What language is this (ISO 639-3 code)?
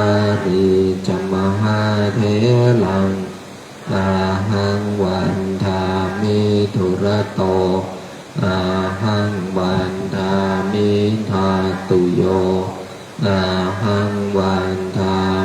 pli